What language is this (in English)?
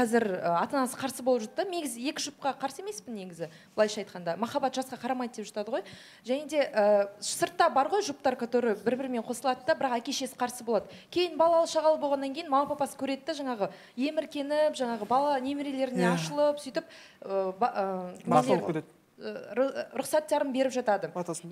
Kazakh